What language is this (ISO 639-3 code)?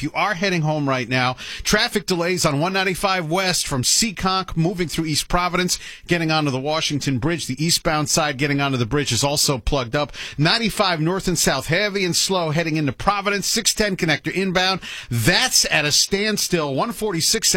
eng